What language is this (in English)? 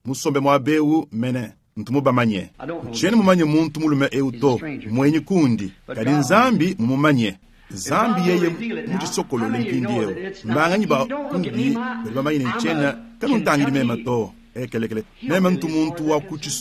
Luba-Lulua